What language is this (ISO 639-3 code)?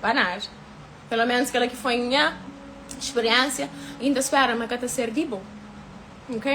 kea